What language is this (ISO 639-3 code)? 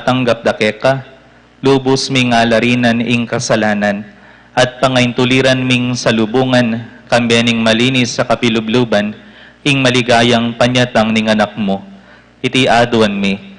pam